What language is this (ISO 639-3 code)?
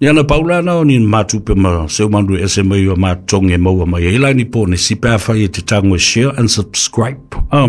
smo